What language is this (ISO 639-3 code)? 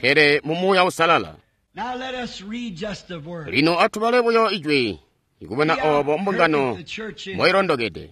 toi